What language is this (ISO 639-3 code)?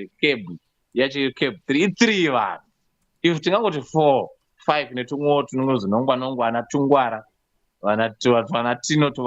sna